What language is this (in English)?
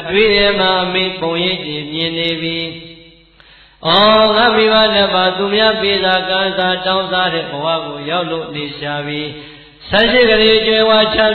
Burmese